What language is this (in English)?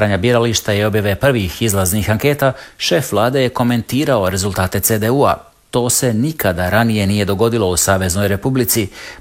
Croatian